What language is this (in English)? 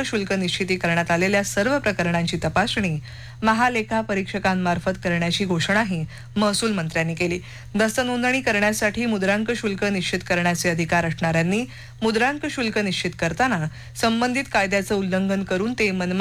Marathi